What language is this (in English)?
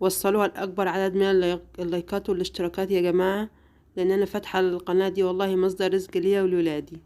Egyptian Arabic